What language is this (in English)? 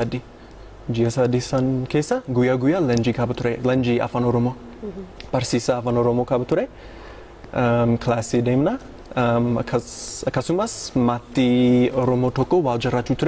Oromo